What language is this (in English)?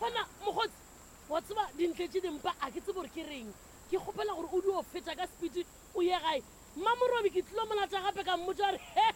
Northern Sotho